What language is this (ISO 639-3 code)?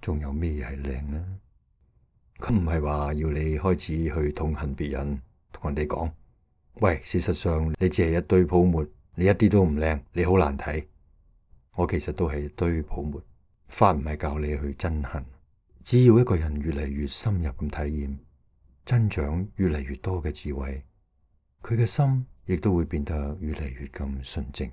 yue